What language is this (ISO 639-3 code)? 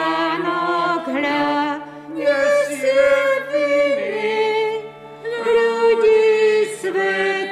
slk